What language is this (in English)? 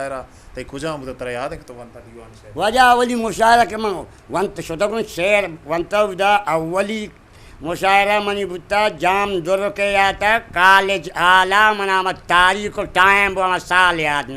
Eastern Balochi